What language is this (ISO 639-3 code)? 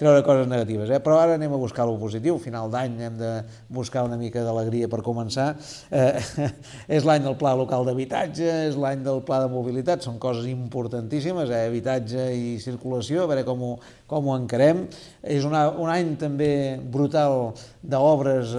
cat